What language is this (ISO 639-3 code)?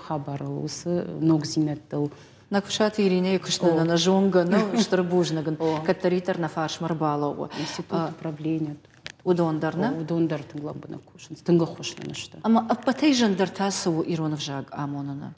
oss